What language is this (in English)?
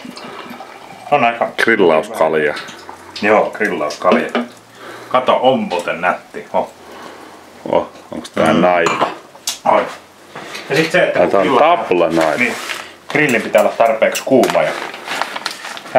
Finnish